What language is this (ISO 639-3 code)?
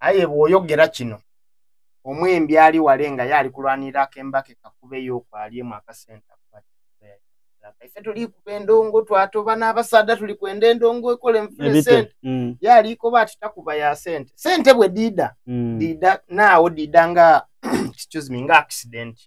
xog